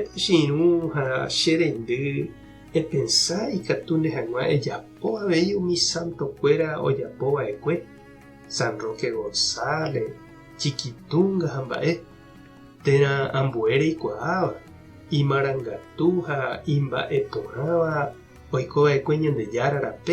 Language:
Guarani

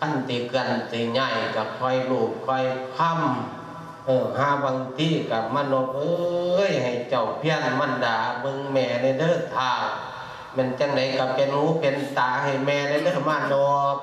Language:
Lao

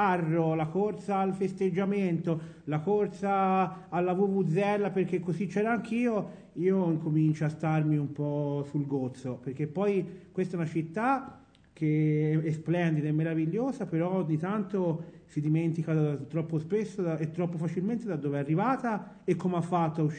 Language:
Italian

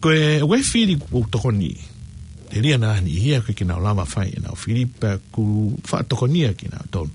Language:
Tongan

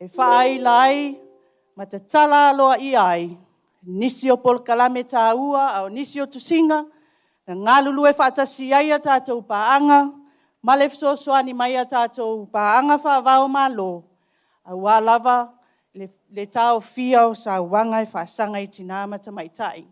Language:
Samoan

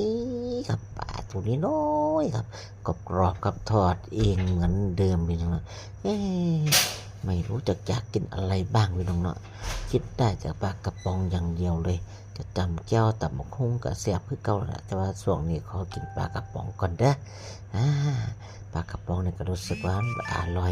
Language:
Northeastern Thai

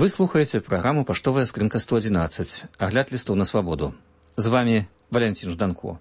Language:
Belarusian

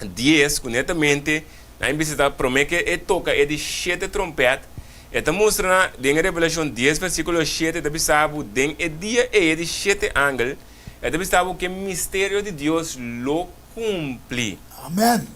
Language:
Papiamento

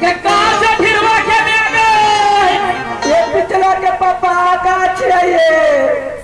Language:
Maithili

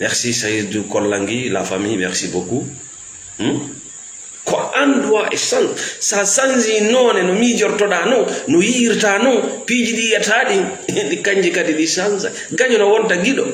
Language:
Fula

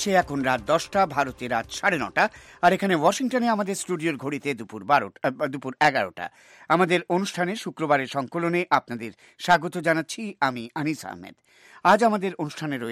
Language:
Bangla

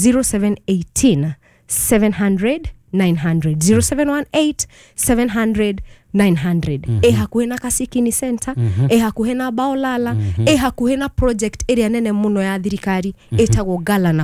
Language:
Kikuyu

